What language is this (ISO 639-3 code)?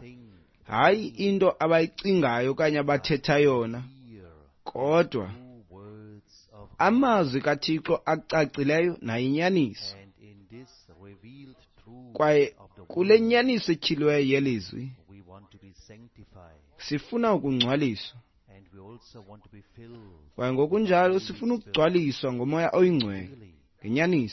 xho